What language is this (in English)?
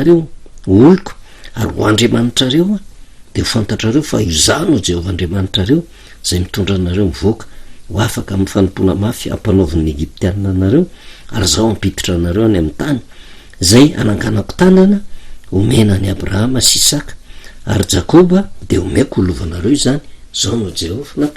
Malagasy